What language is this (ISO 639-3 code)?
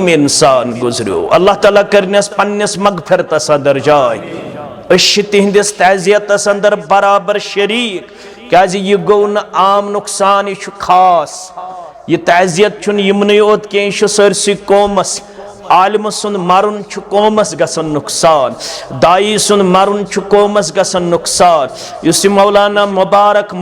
kas